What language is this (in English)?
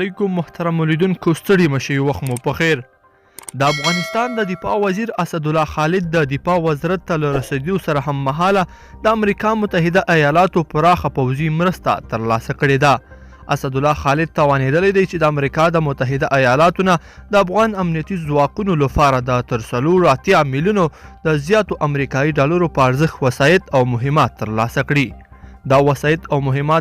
Pashto